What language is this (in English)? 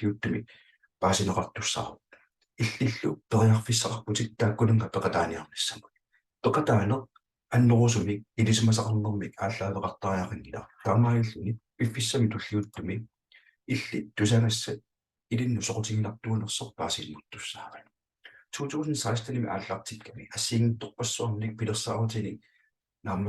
Kalaallisut